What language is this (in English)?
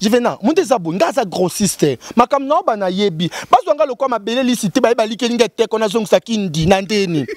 Lingala